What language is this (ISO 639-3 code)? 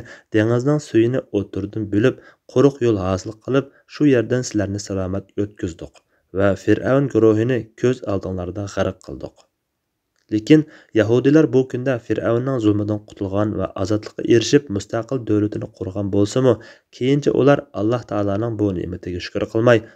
uig